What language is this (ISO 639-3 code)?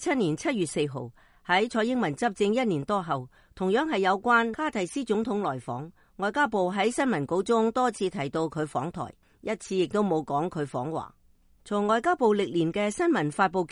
yue